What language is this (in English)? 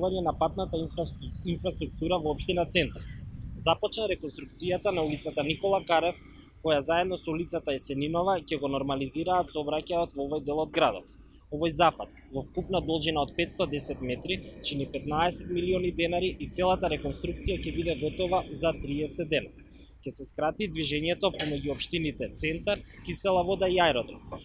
Macedonian